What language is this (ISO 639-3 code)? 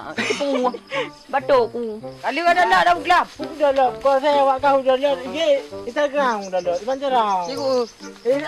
ace